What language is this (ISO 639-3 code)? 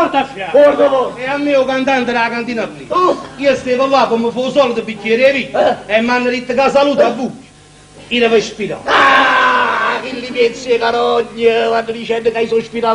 nap